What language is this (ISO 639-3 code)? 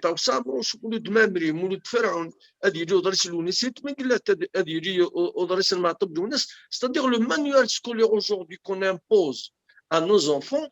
kab